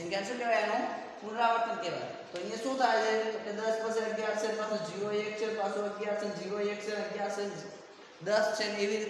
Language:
Gujarati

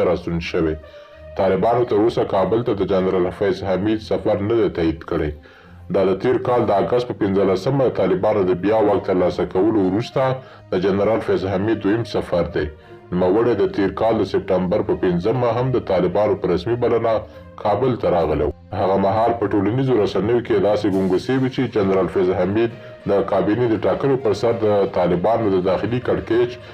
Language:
Pashto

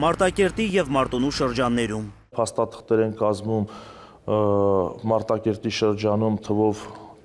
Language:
Armenian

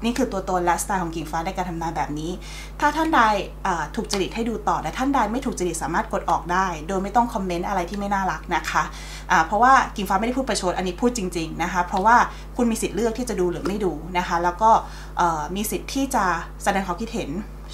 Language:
Thai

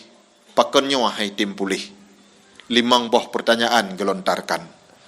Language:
Achinese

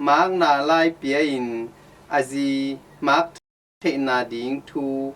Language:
Tedim Chin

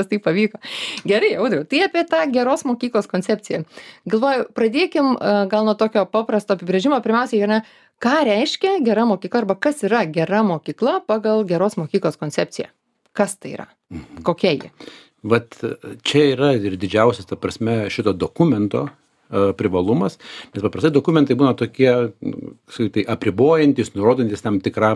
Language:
Lithuanian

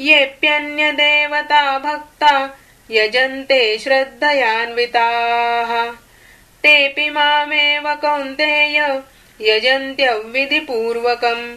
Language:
Sanskrit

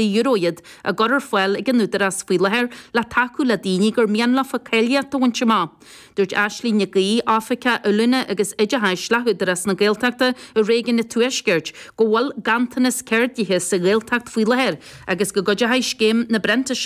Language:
Irish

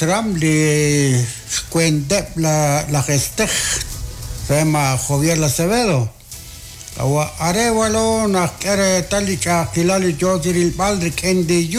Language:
Kekchí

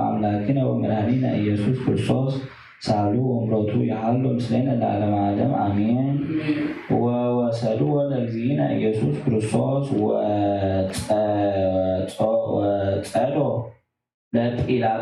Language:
Geez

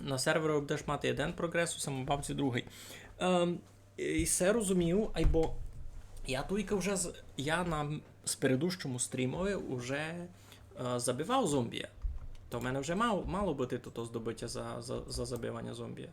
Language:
Rusyn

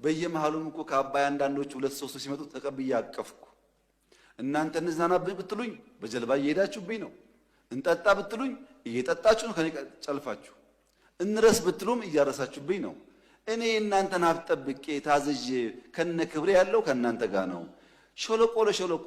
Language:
Amharic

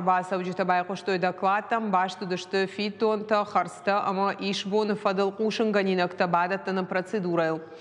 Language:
Ossetic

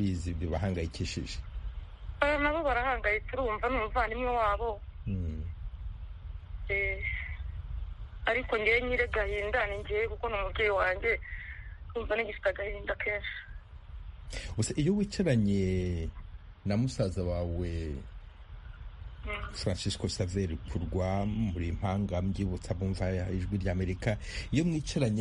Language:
Kinyarwanda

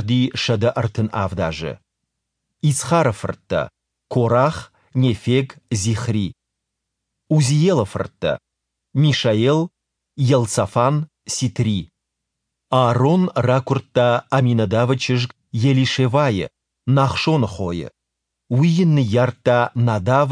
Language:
Ossetic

